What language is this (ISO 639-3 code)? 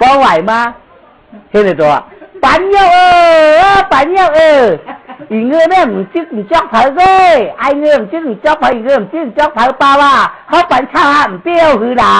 shn